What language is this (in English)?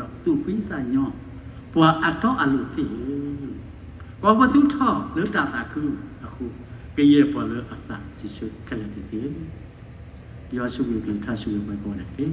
S'gaw Karen